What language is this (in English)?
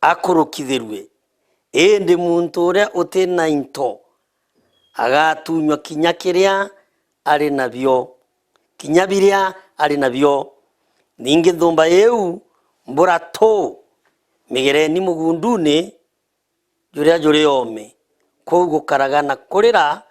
Meru